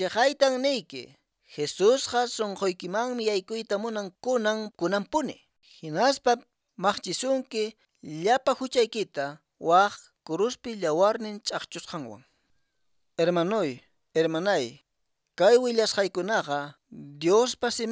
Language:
Quechua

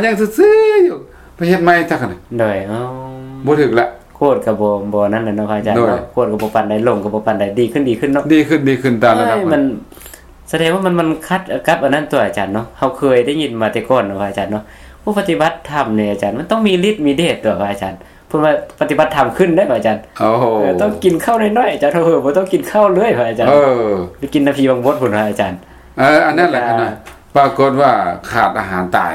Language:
Lao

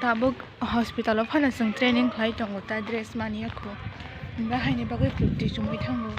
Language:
Kok Borok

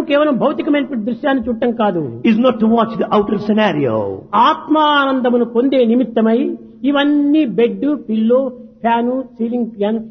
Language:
Telugu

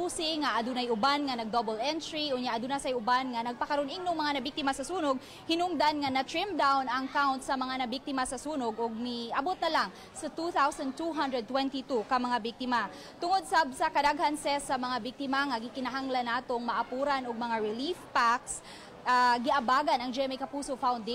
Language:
Cebuano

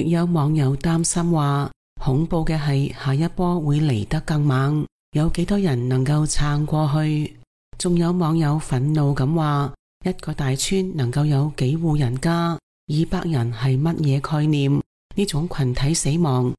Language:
Cantonese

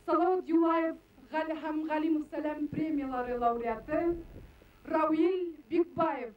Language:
Bashkir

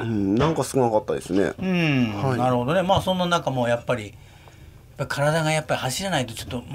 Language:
Japanese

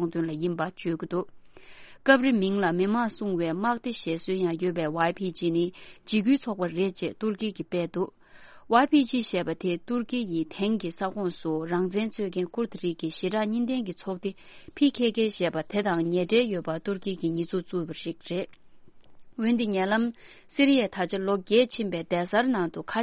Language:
Tibetan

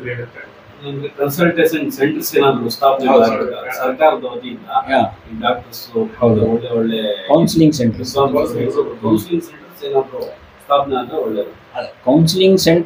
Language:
Kannada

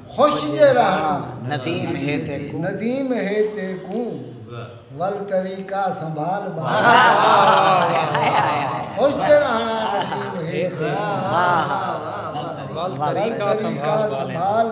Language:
Saraiki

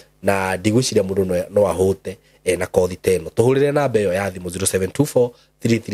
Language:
Kikuyu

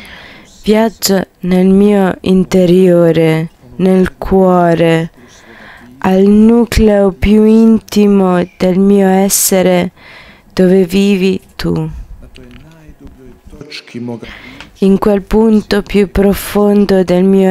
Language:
Italian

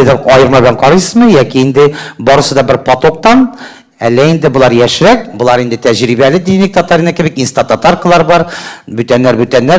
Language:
Tatar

